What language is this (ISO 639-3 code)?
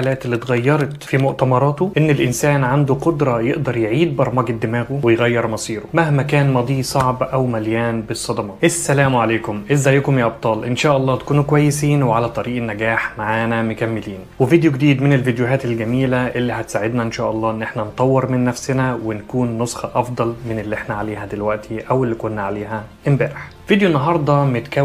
arz